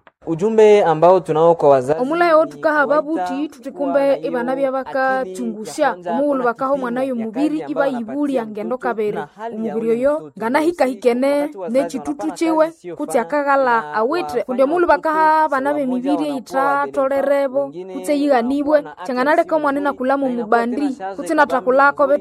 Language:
Nande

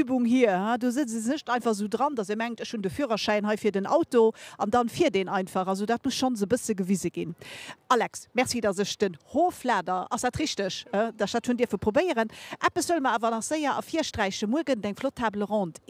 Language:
Luxembourgish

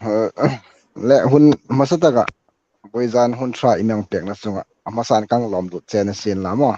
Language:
Hmar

